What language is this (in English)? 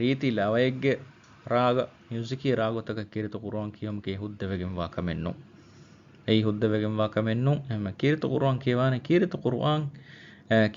Divehi